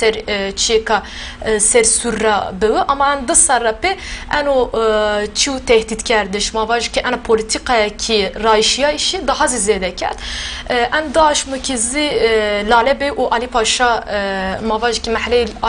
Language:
Zaza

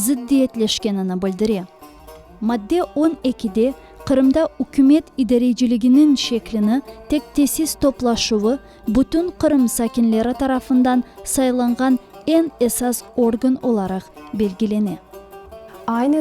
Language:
Crimean Tatar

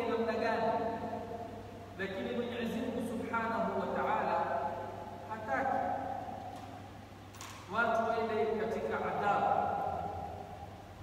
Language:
Swahili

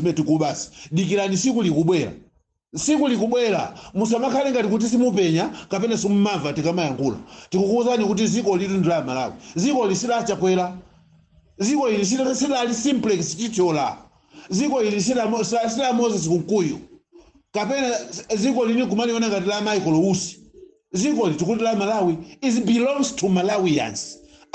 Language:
Nyanja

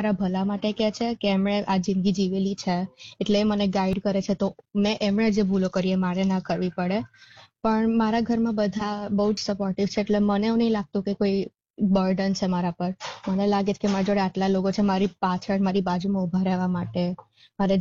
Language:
Gujarati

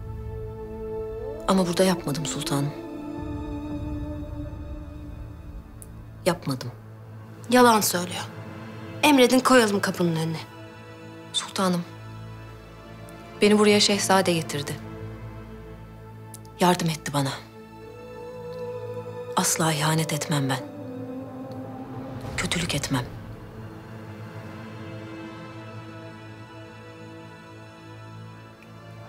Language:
Turkish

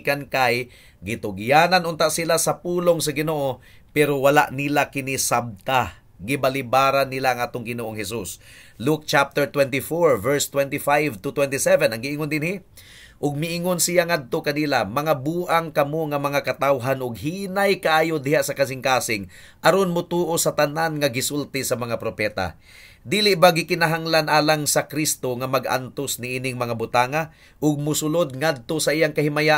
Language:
Cebuano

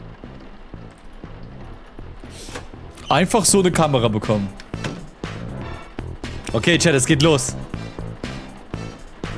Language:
German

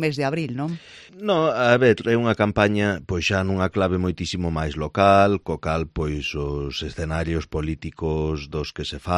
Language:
Galician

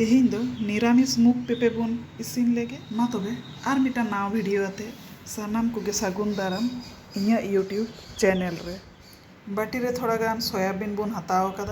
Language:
Santali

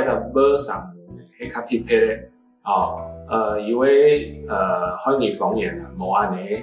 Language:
Hakka Chinese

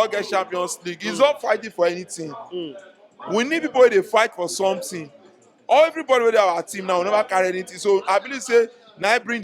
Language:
Nigerian Pidgin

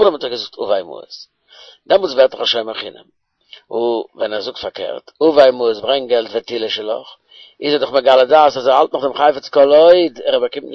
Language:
Yiddish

